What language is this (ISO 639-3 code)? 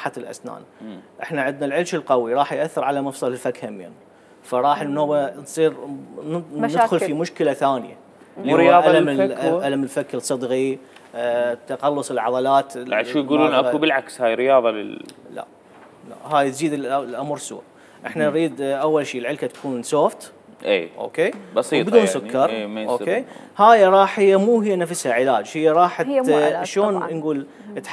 acm